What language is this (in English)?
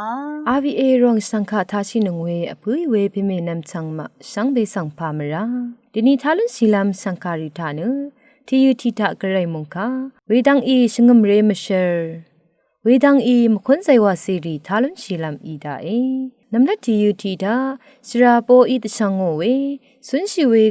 Rawang